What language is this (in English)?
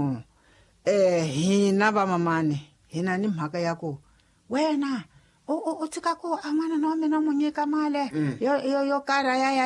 Tsonga